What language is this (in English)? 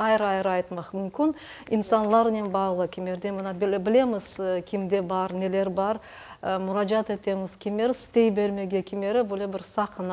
Crimean Tatar